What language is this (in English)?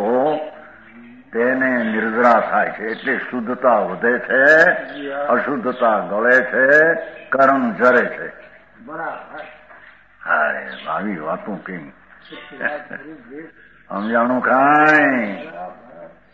Gujarati